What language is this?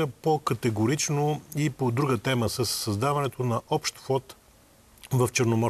Bulgarian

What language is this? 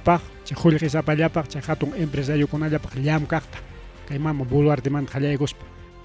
Ayacucho Quechua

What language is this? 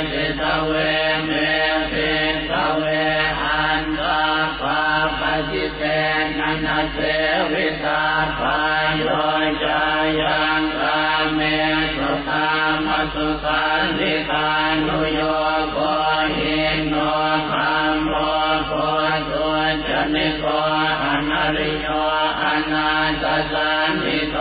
Pali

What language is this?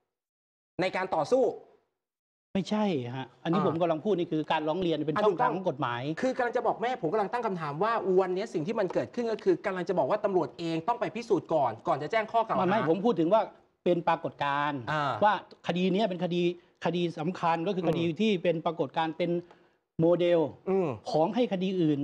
Thai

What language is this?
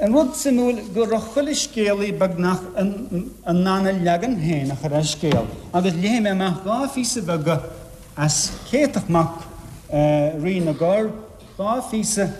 Irish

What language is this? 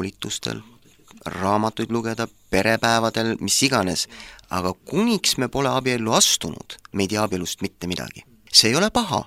Estonian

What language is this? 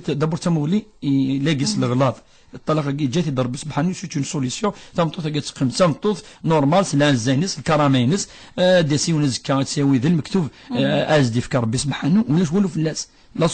Kabyle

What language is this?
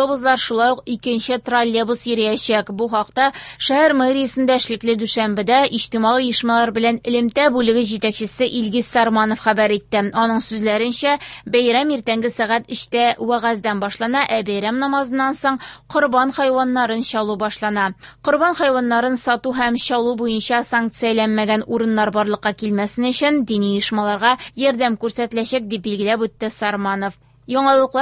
Tatar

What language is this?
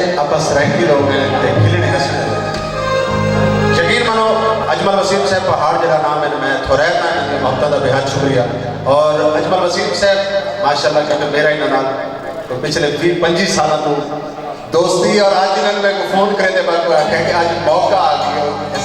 Saraiki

